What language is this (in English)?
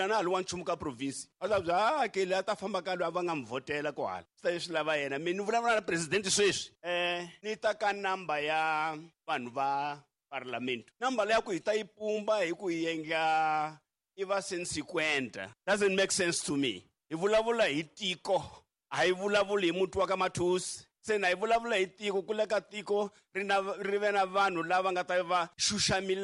Tsonga